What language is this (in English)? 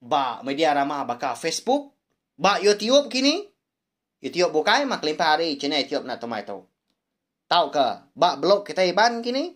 Iban